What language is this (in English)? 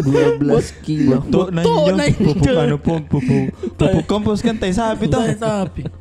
Makassar Malay